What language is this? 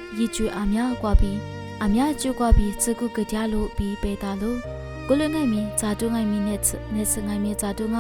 Lisu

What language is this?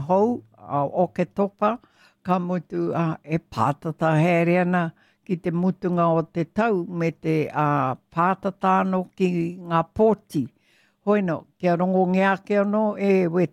Māori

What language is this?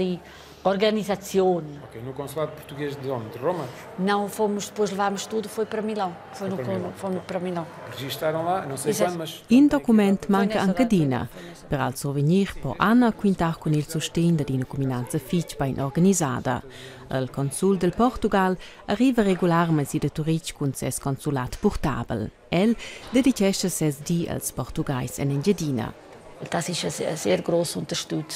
Romansh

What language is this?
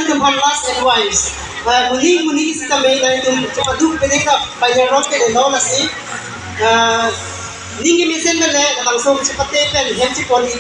Karbi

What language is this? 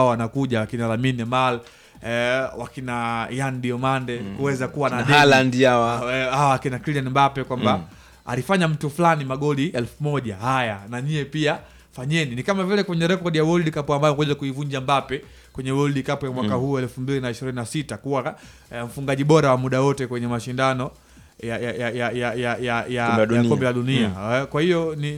Swahili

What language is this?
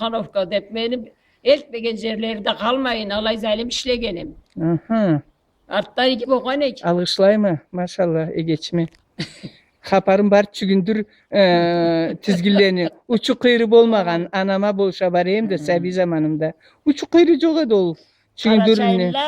Karachay-Balkar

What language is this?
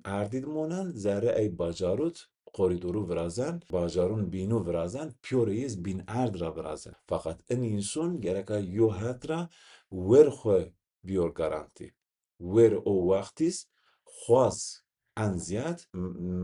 Zaza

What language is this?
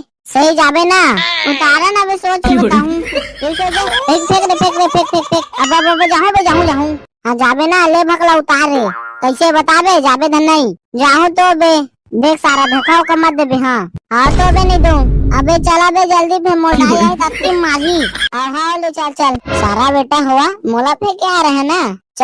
Chhattisgarhi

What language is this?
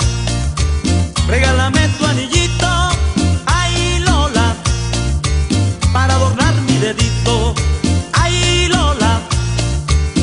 Spanish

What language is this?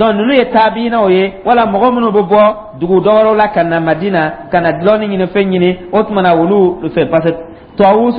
Dyula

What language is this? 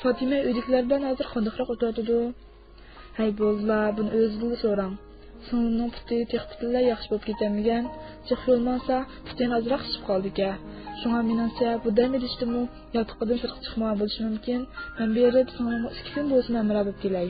Uyghur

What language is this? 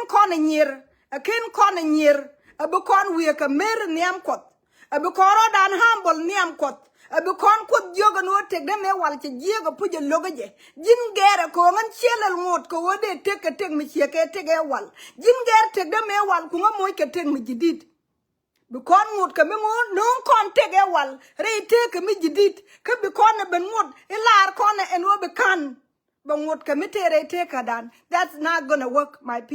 Nuer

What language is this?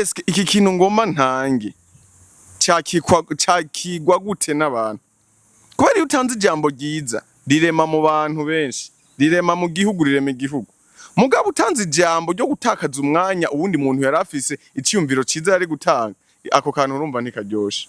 Rundi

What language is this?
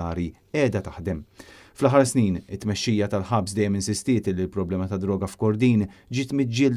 Maltese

